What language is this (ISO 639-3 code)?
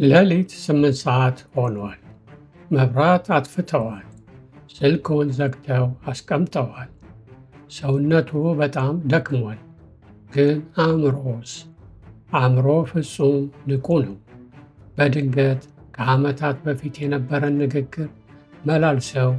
amh